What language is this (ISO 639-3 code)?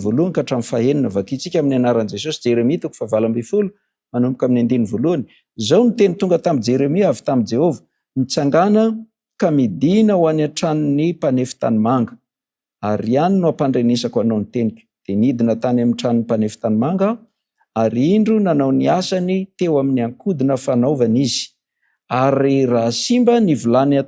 mlg